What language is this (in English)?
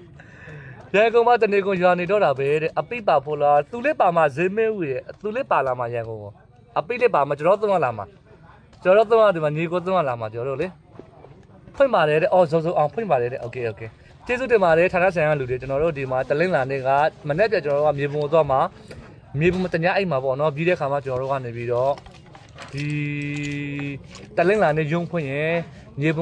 Burmese